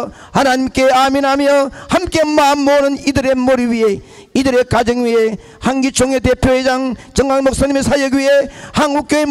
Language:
Korean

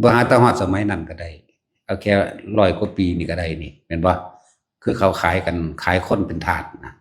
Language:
Northeastern Thai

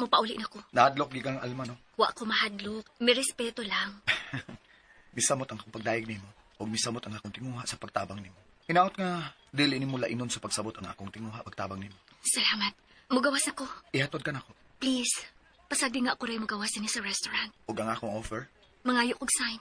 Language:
Cebuano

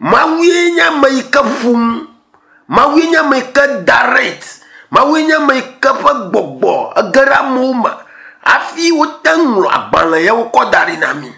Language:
Ewe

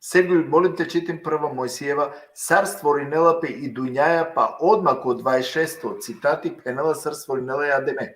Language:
Balkan Romani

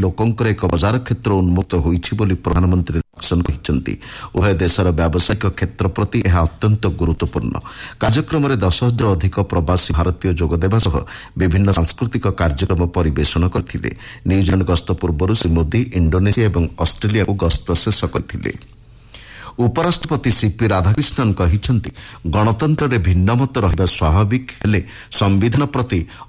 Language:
Odia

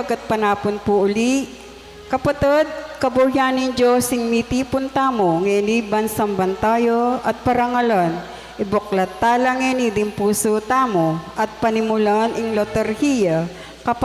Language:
Pampanga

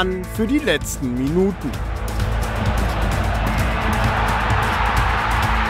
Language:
German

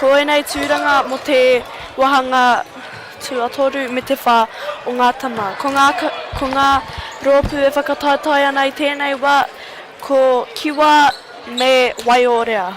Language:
Māori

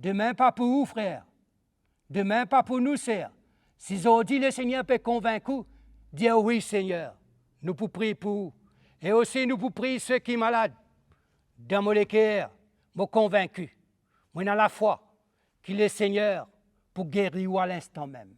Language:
Morisyen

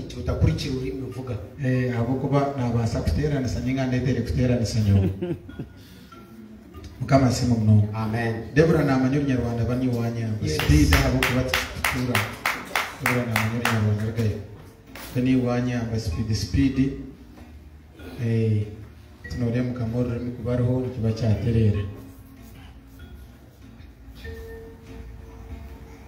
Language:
Kinyarwanda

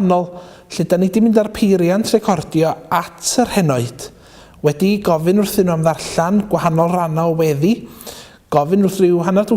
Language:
Welsh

